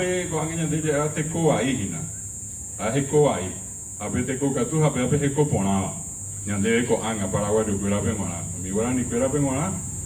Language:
Guarani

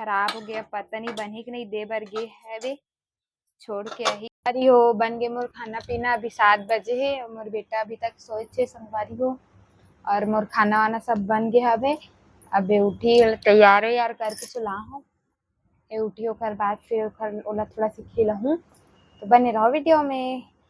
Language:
Chhattisgarhi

